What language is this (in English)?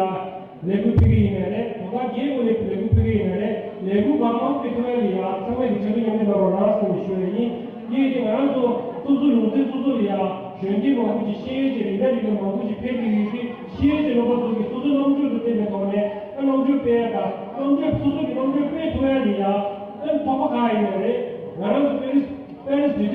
Tibetan